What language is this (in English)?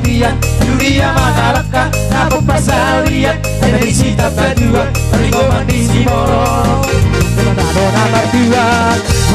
Batak Toba